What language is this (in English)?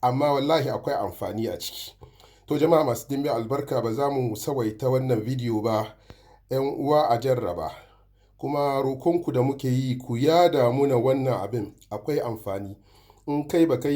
Hausa